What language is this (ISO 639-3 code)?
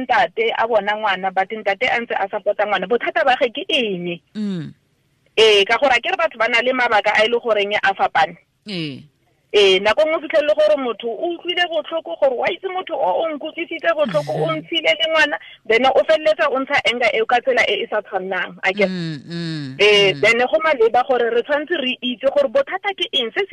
tsn